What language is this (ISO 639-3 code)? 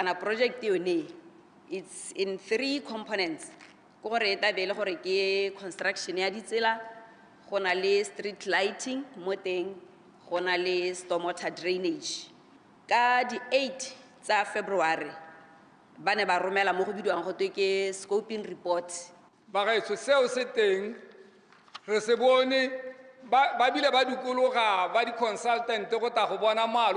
tsn